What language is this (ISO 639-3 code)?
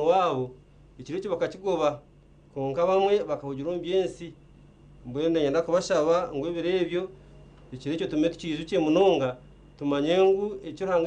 nyn